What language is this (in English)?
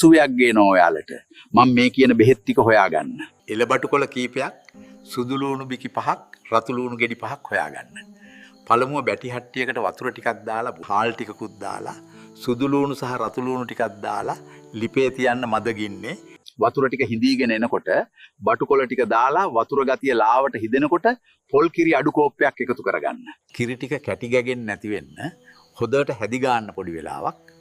Sinhala